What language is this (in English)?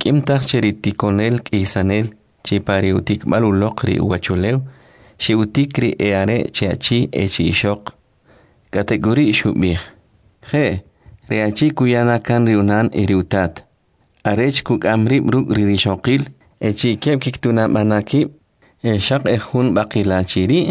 Kʼicheʼ